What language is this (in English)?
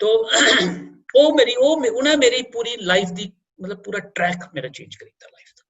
Dogri